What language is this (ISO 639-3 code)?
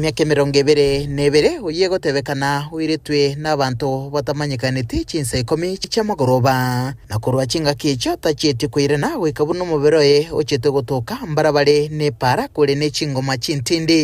guz